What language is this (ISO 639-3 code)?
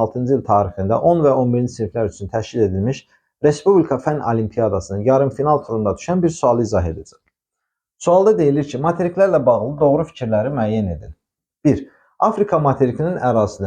aze